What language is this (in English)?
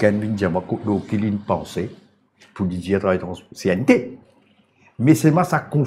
Morisyen